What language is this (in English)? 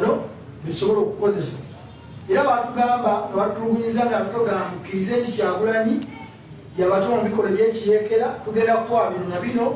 Ganda